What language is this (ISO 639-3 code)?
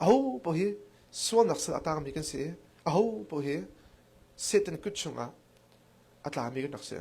cnh